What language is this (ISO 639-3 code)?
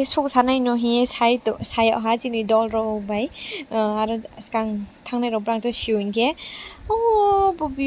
ria